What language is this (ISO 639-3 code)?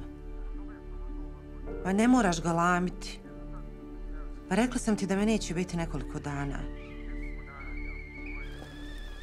hrv